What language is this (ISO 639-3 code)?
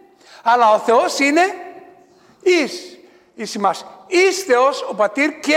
ell